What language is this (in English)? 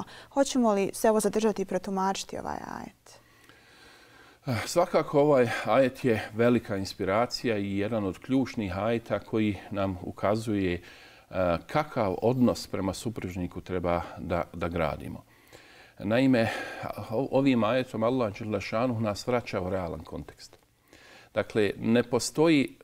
Bosnian